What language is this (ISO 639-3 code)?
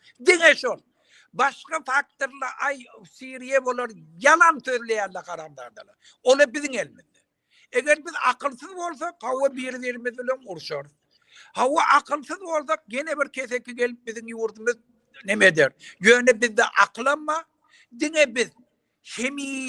tuk